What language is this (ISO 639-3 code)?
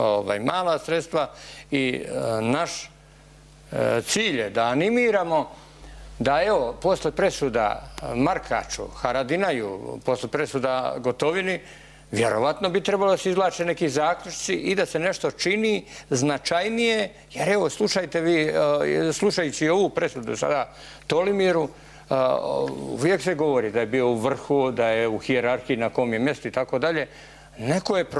bos